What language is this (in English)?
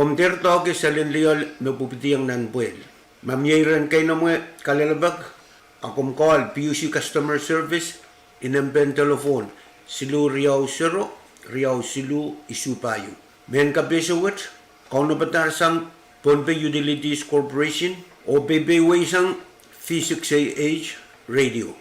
Pohnpeian